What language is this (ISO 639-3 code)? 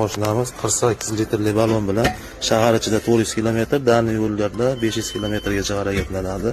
uzb